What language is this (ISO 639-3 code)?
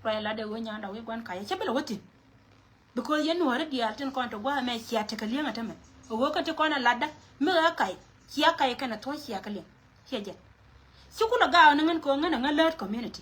nus